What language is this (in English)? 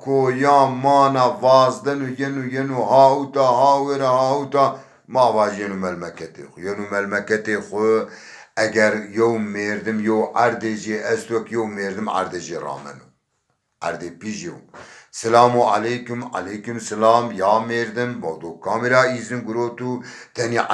Zaza